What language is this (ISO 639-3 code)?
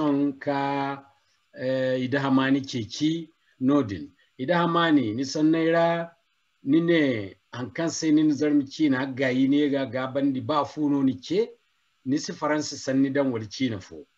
dje